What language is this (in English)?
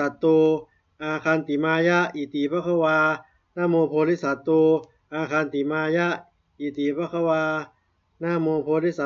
Pali